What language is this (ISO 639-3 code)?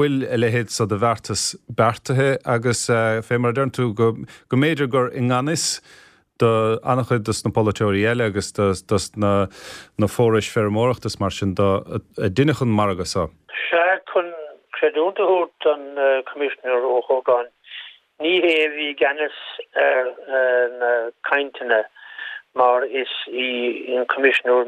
gle